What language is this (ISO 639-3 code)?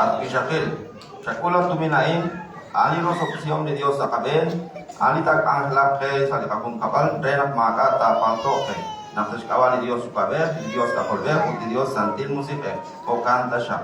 kek